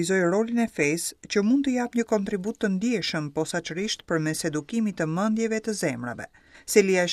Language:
Albanian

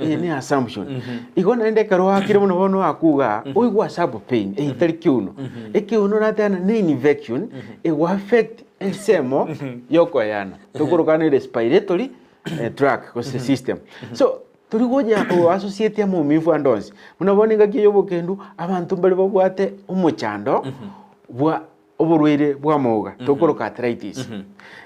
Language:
Gusii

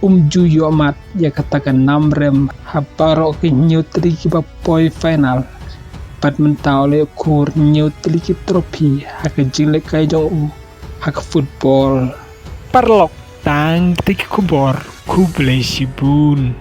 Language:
Khasi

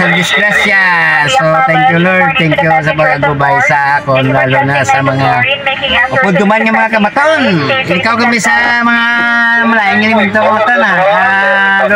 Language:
Hiligaynon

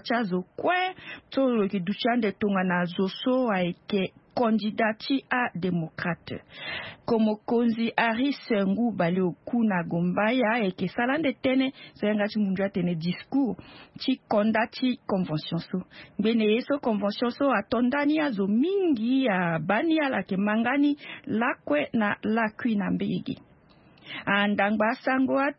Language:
Sango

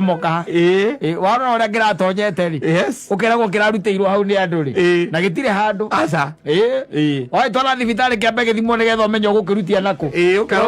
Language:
Kikuyu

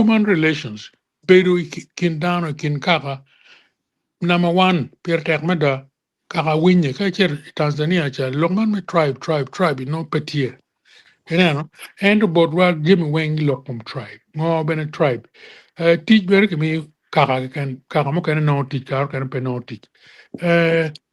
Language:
Acoli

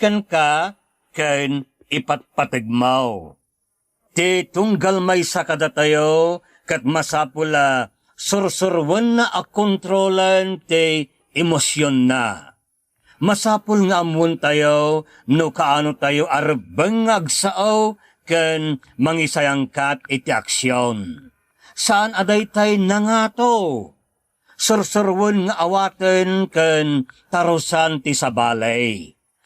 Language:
Iloko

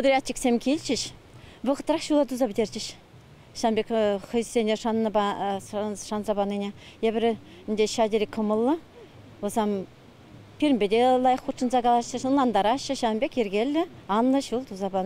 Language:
Chuvash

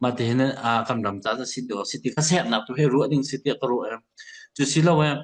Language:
Hakha Chin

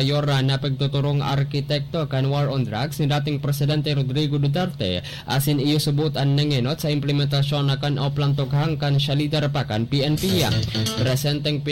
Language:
Bikol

